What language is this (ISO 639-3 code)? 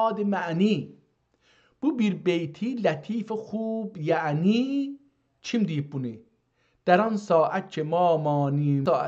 azb